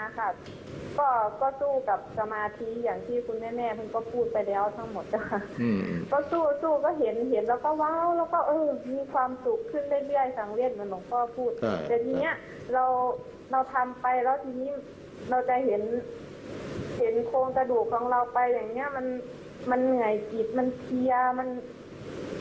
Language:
Thai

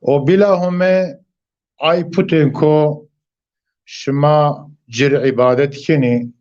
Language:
Zaza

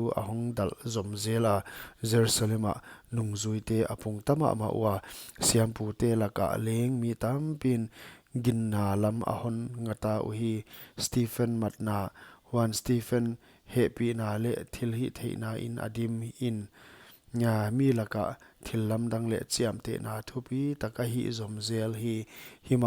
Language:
Paite Chin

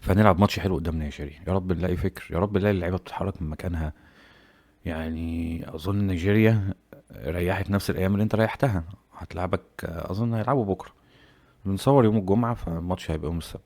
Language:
Egyptian Arabic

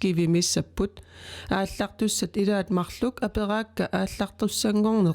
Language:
Kalaallisut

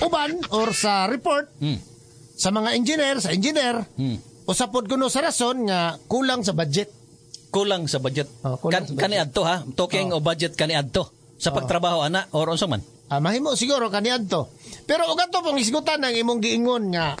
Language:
Cebuano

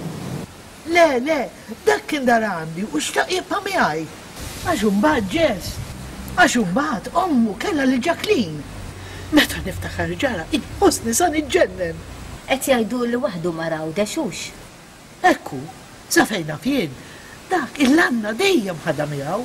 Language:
Maltese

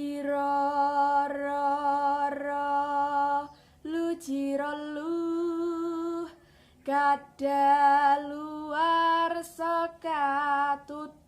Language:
Javanese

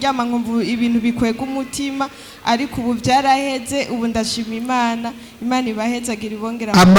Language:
Rundi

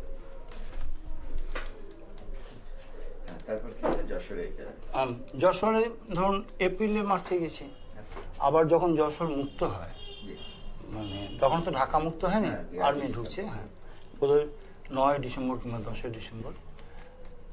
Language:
Bangla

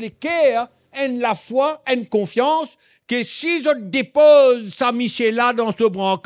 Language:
Morisyen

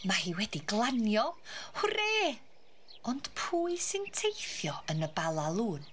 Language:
Welsh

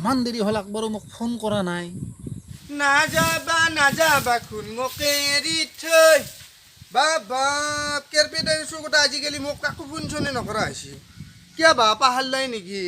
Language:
Assamese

